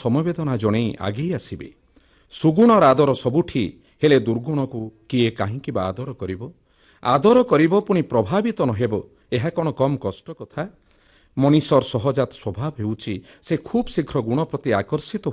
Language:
Odia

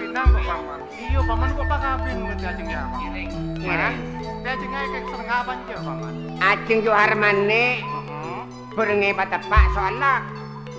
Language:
Madurese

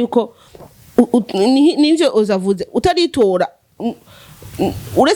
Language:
Rundi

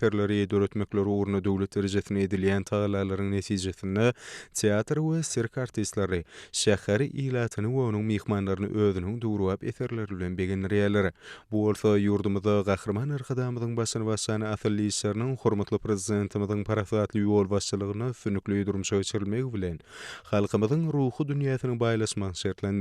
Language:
Turkmen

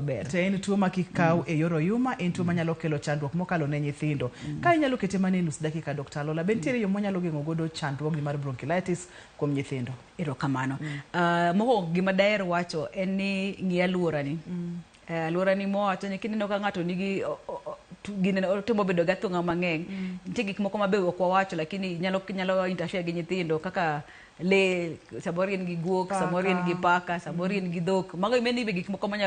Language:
Luo (Kenya and Tanzania)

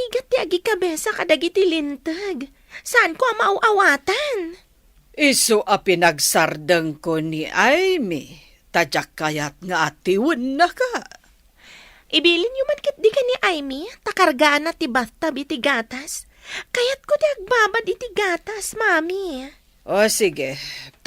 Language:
Iloko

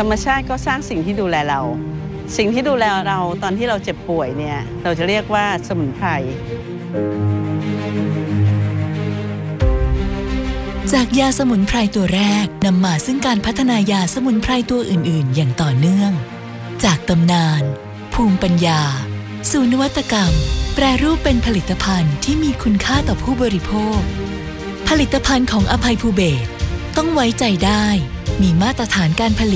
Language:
Thai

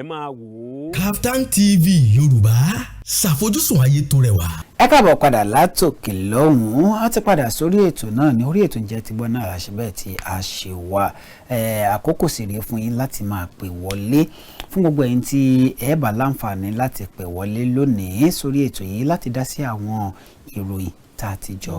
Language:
Yoruba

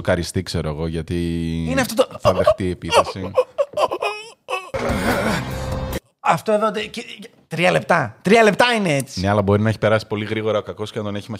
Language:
Greek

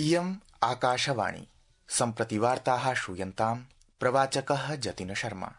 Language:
Sanskrit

